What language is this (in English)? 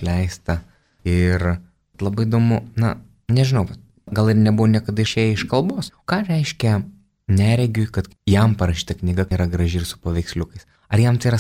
Lithuanian